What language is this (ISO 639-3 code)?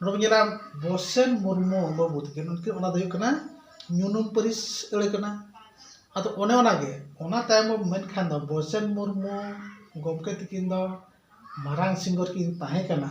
sat